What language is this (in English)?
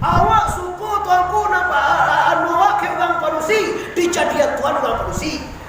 Minangkabau